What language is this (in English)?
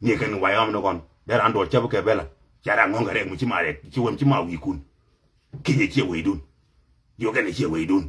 Nuer